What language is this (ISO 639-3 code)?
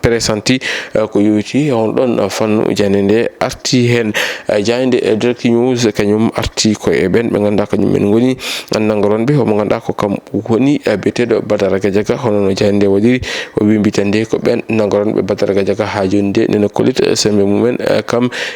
ful